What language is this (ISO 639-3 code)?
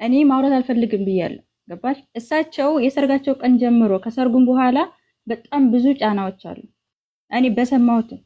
amh